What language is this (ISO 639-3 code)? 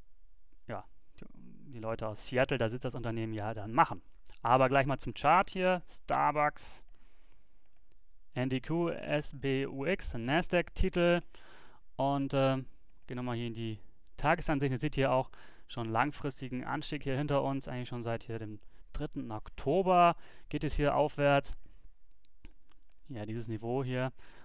deu